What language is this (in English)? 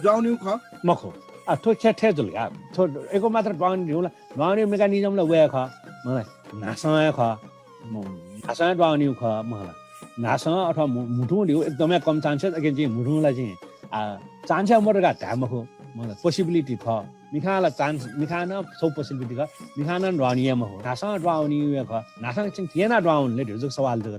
Newari